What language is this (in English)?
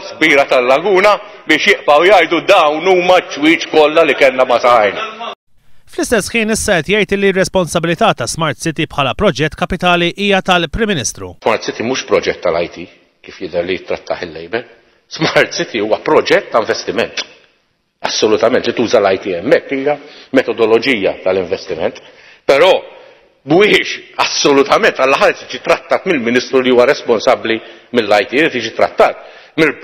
Maltese